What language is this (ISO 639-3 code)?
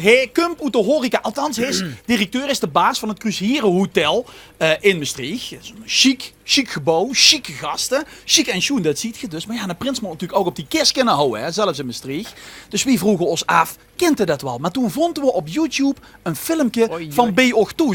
lim